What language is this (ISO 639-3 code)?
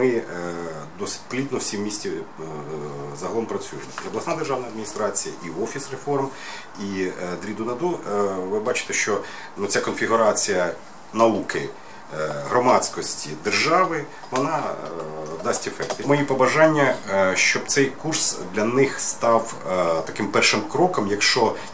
ukr